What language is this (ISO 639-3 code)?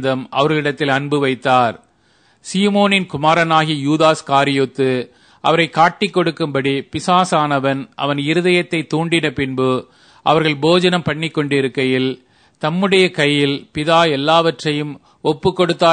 tam